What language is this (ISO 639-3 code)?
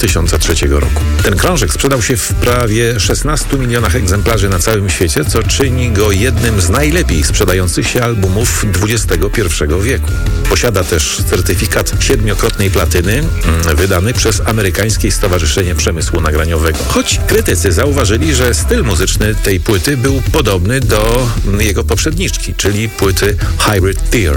pol